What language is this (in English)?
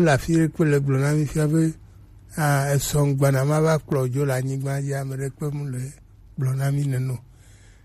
Gen